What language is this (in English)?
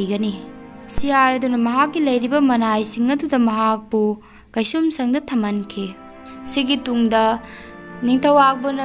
Manipuri